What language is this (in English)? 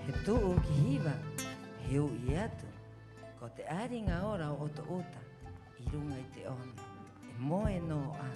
Rapanui